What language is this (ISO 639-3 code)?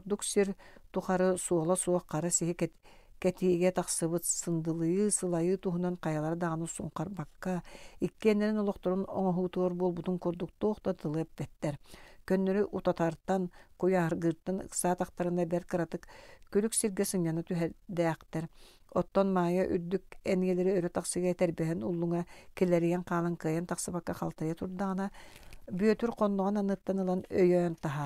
sah